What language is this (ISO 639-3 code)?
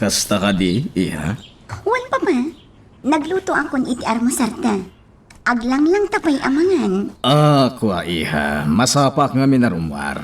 ilo